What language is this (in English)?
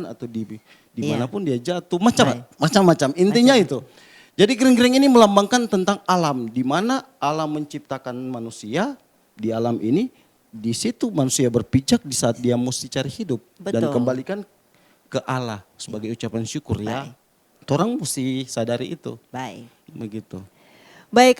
Manado Malay